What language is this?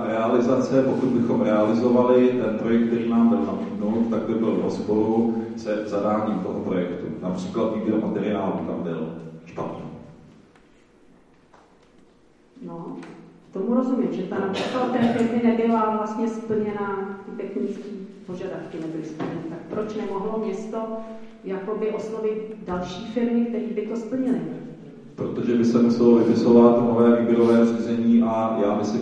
Czech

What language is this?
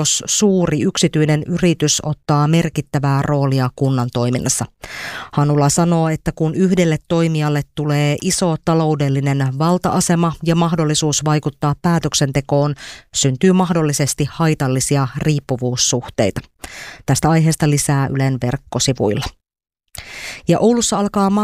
Finnish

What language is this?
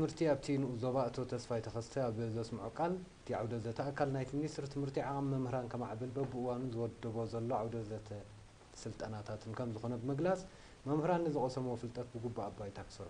Tigrinya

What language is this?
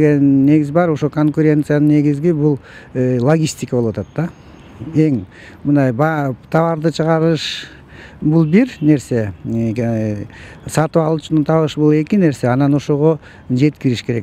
Kyrgyz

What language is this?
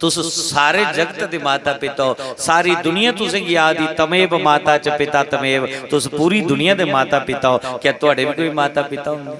Dogri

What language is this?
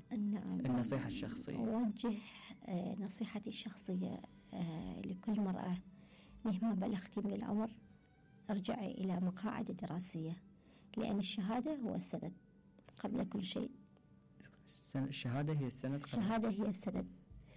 Mesopotamian Arabic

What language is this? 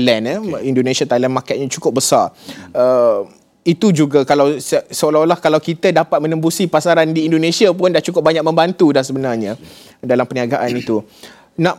Malay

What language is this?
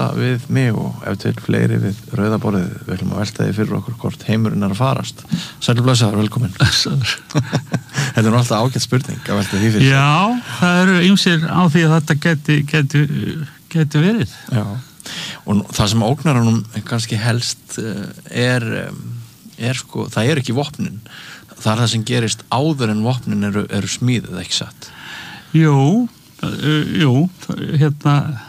Icelandic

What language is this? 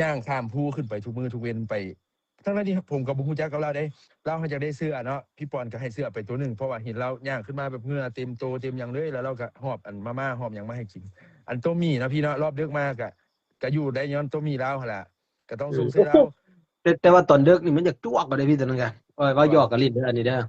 Northeastern Thai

